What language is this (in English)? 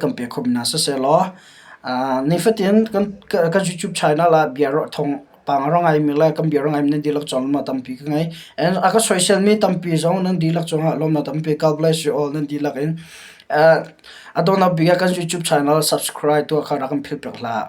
Hakha Chin